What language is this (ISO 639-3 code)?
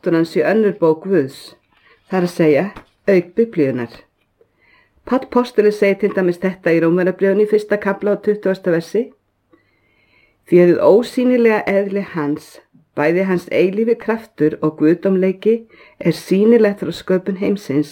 isl